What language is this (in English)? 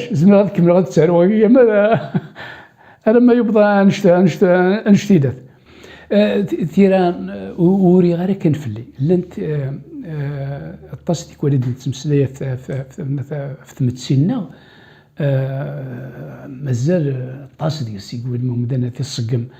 Kabyle